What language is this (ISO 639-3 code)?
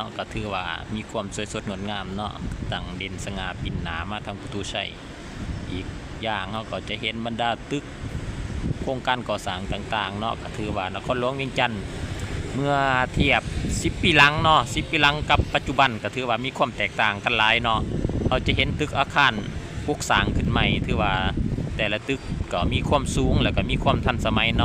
lao